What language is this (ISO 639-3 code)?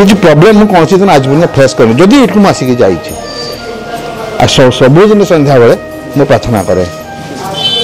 ori